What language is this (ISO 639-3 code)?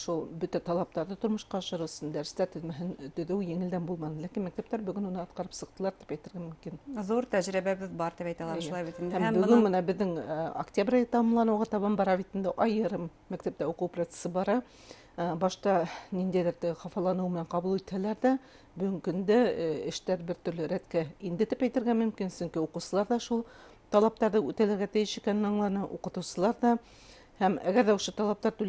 bak